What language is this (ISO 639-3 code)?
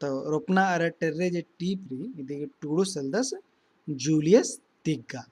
kru